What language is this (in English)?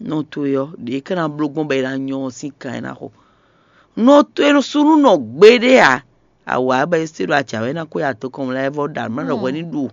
Fon